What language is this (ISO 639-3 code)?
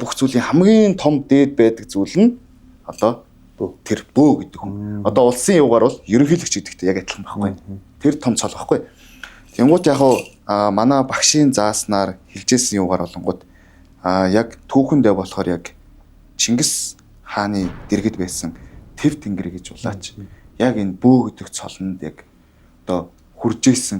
mon